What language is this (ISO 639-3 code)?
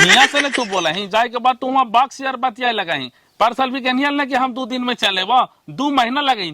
mag